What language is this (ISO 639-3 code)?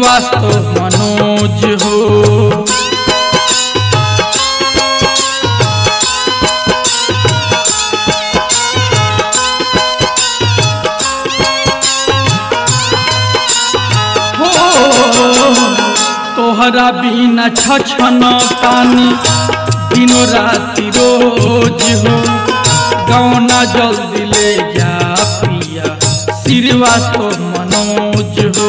bho